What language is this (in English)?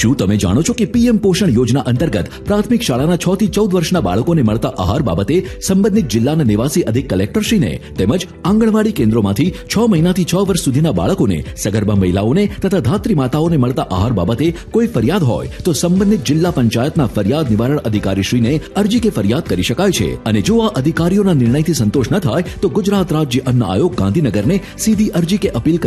Gujarati